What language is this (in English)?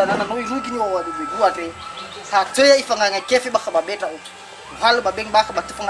Nias